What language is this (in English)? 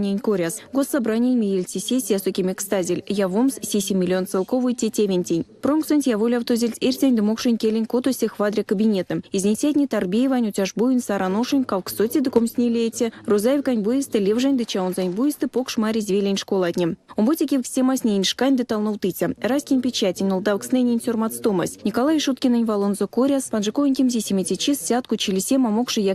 Erzya